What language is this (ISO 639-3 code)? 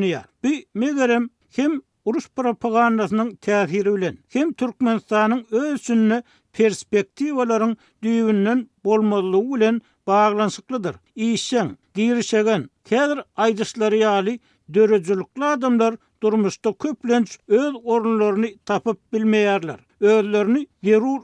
tuk